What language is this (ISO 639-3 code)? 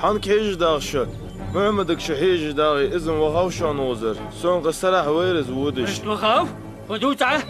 inh